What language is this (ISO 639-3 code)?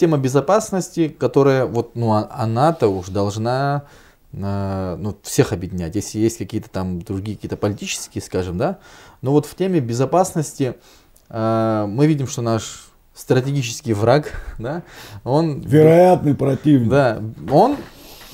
rus